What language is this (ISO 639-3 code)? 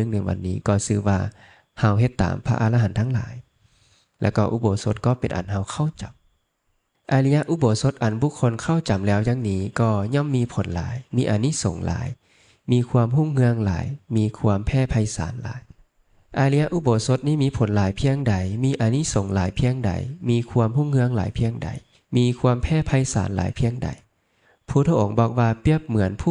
lao